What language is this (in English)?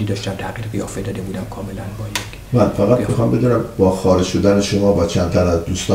Persian